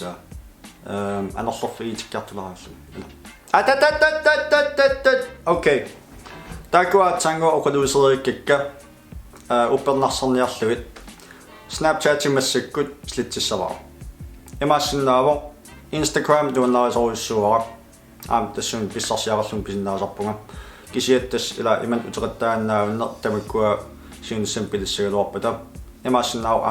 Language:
Kalaallisut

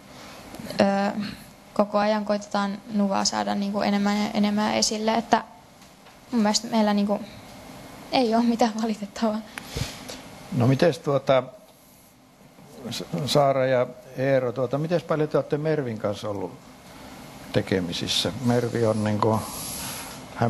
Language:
Finnish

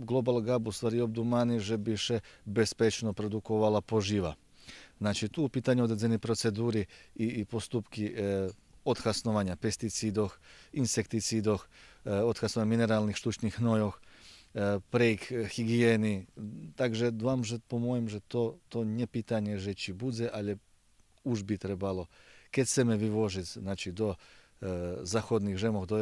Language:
Rusyn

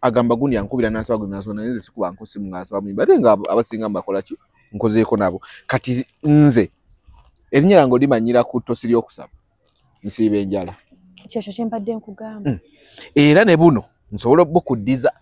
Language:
Ganda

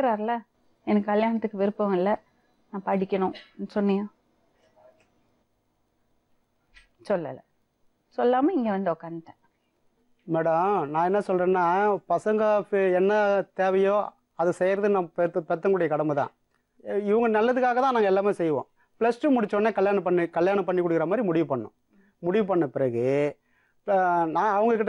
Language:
Tamil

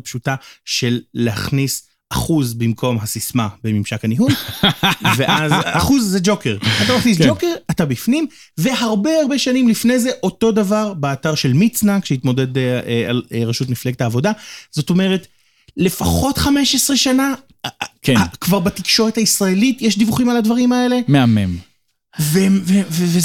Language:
Hebrew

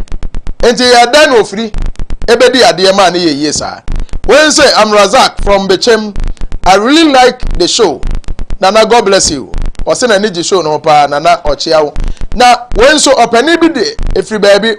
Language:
Akan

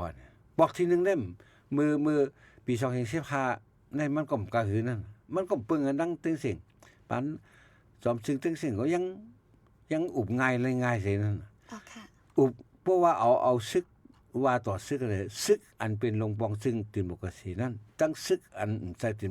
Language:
Shan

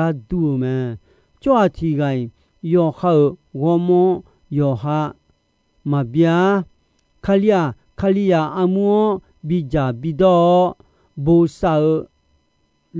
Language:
Akha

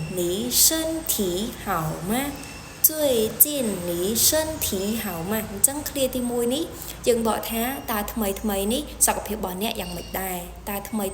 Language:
Khmer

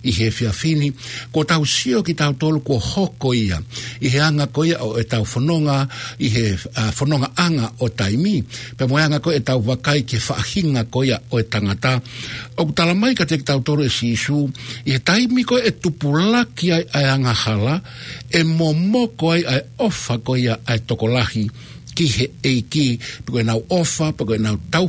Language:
Tongan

